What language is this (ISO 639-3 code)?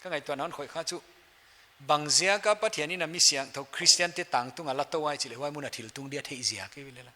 pck